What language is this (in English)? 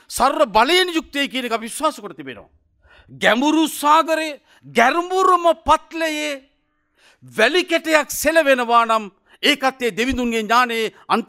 Sinhala